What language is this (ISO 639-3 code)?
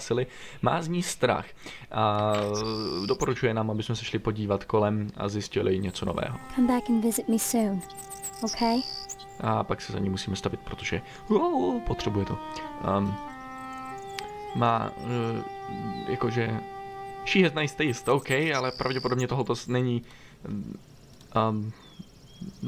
ces